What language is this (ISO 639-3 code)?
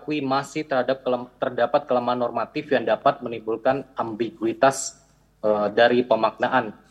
ind